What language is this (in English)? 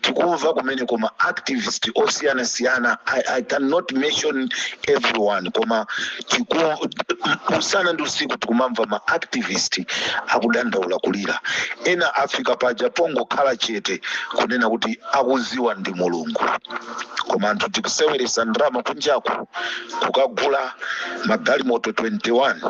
Nyanja